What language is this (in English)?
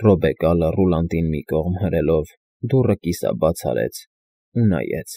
Armenian